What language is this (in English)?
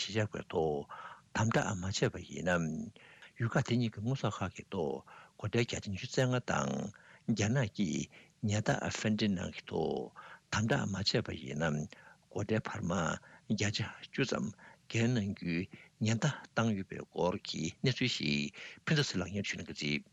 Tibetan